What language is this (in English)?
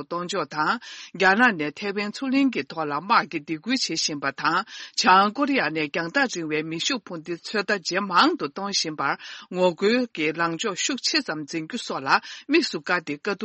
Tibetan